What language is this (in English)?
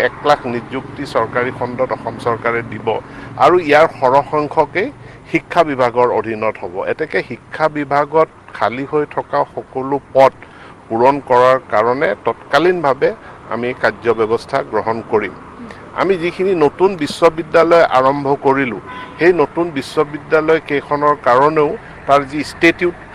Assamese